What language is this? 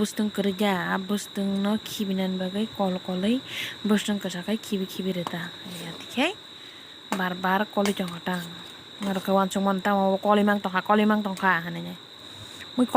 Kok Borok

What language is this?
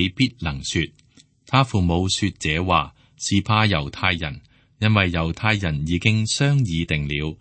Cantonese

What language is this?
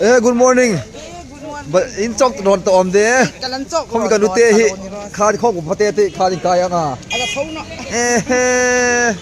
Hmar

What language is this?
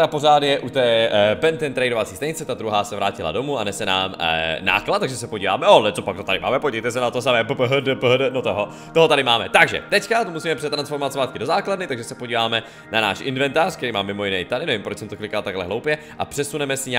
Czech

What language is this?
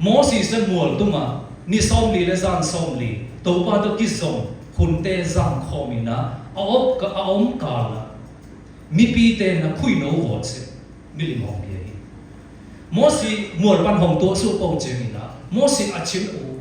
Siyin Chin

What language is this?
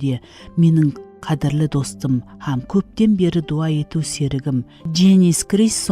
Kara-Kalpak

